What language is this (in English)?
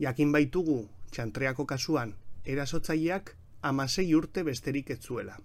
Basque